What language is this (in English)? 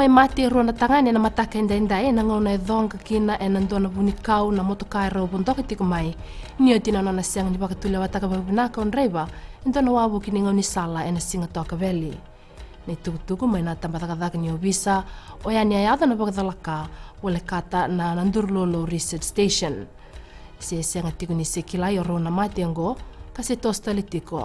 Fijian